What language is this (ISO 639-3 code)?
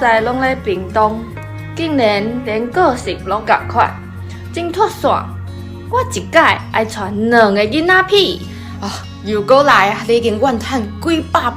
nan